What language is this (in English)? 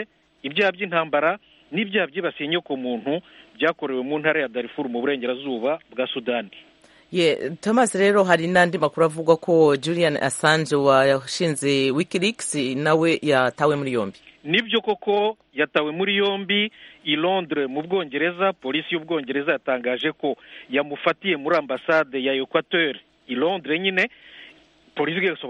Kinyarwanda